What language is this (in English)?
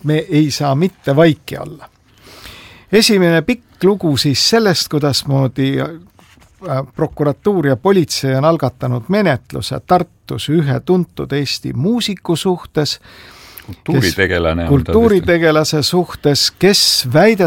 Estonian